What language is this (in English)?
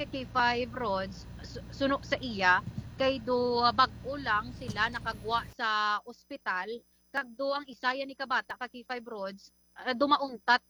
Hiligaynon